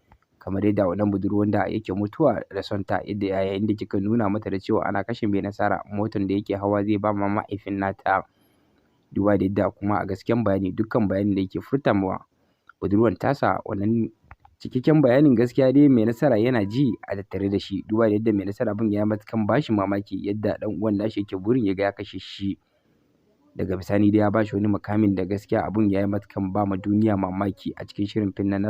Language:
Hausa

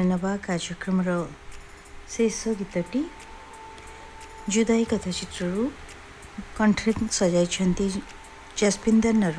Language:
Odia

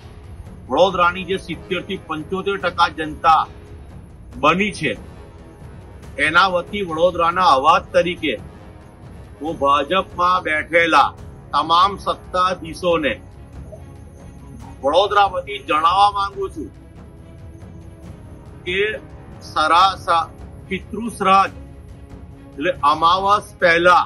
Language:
Gujarati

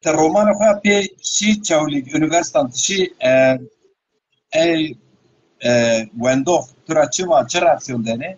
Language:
Zaza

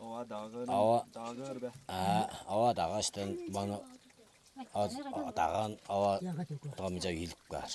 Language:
Tuvinian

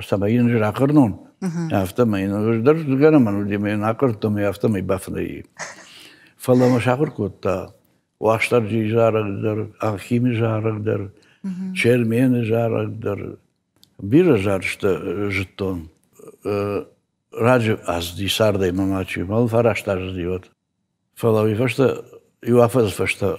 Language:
Ossetic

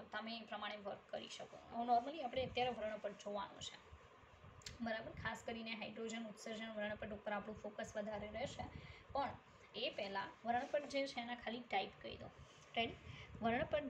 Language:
Gujarati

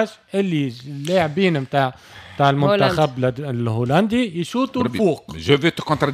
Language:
Tunisian Arabic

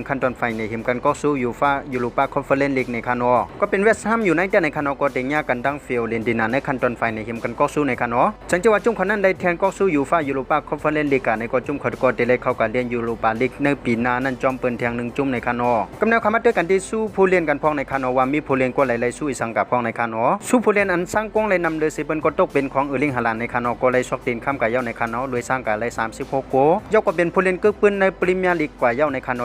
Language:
Shan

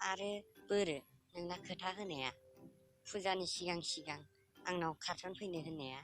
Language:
Bodo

